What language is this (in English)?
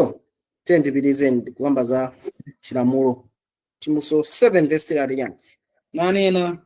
Nyanja